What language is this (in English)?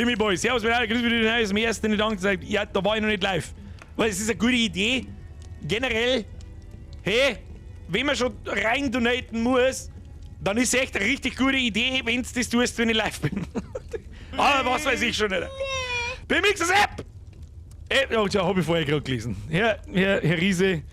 Bavarian